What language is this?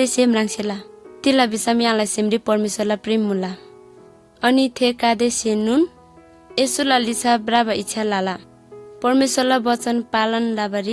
Eastern Tamang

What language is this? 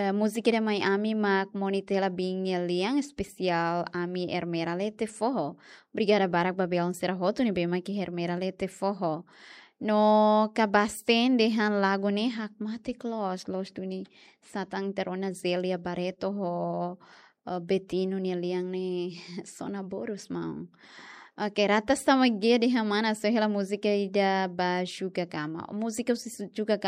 Tetum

